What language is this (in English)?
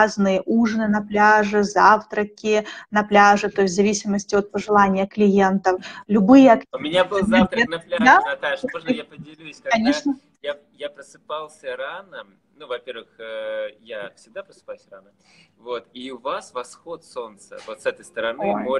Russian